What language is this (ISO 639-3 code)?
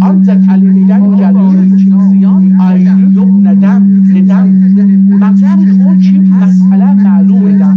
azb